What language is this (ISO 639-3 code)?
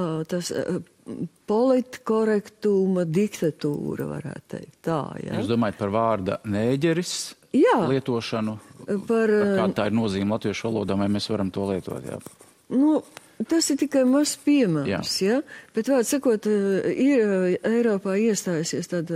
lav